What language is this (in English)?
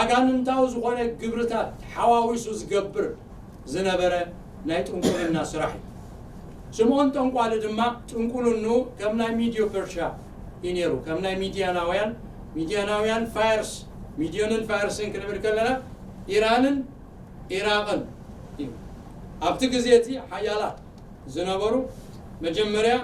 Tigrinya